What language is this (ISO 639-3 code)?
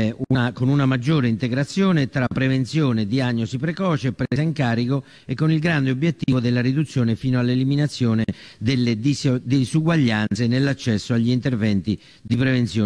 ita